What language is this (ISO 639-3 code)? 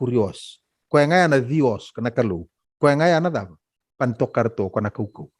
fij